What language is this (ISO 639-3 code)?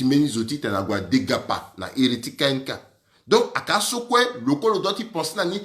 sag